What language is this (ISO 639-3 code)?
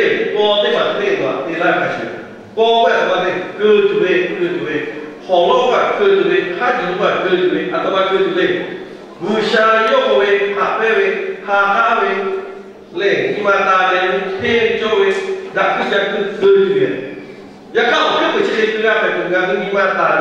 lhu